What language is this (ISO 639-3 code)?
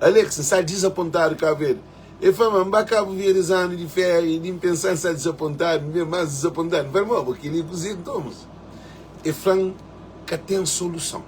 kea